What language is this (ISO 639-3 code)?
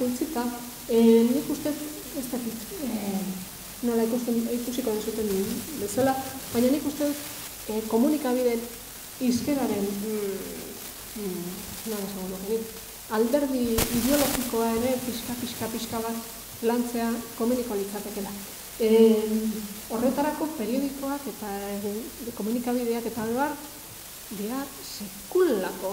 eus